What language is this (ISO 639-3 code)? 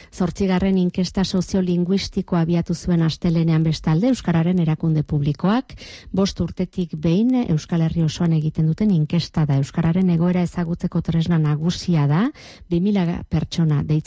eus